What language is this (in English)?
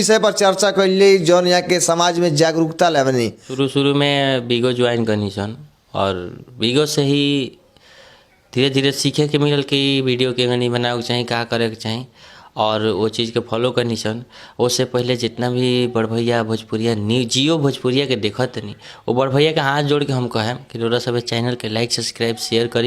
Bhojpuri